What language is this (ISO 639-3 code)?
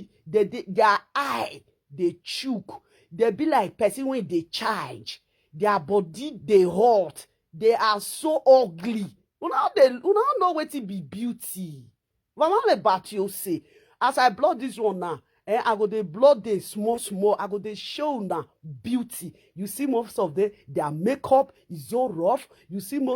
pcm